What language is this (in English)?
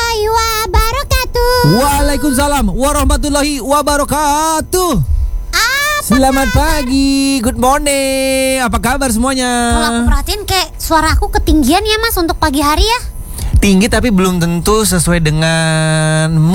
Indonesian